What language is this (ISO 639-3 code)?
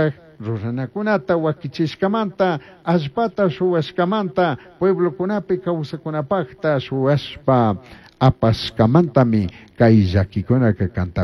qug